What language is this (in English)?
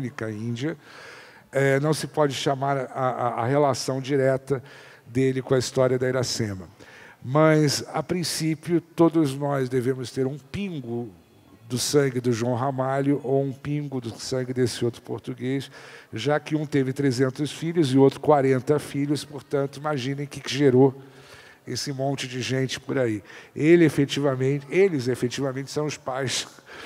Portuguese